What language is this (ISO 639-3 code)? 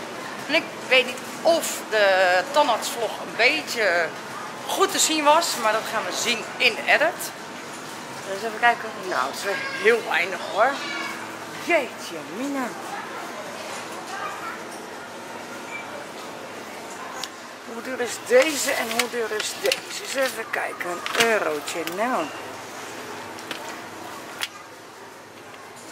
nld